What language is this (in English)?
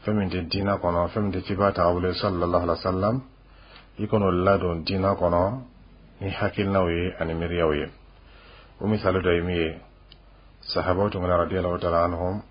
Dyula